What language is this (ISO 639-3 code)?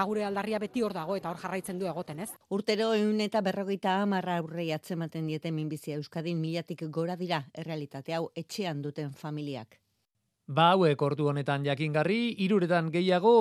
eus